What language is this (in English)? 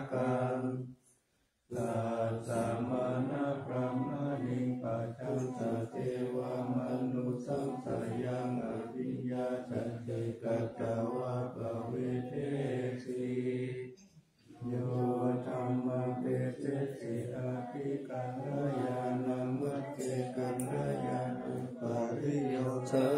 Pali